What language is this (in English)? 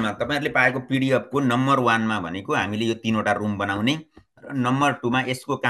Nepali